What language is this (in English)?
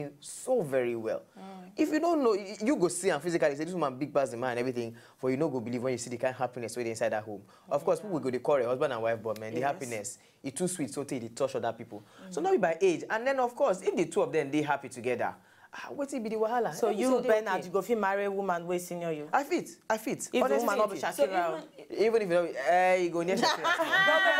Nigerian Pidgin